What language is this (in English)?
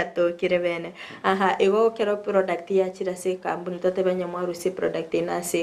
Gusii